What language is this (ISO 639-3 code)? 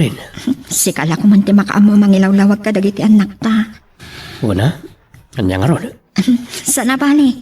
ilo